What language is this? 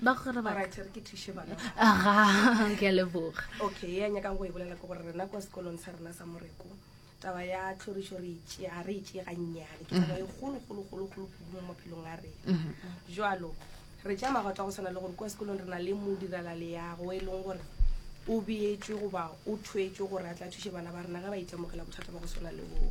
Northern Sotho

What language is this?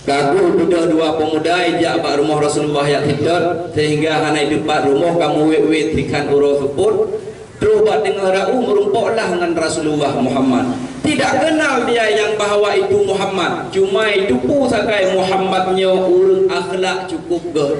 Achinese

